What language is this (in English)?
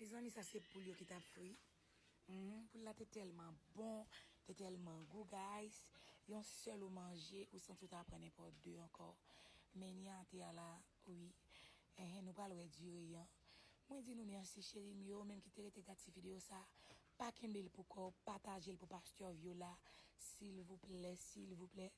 Haitian Creole